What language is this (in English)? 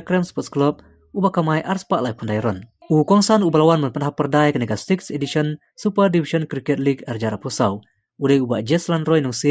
Khasi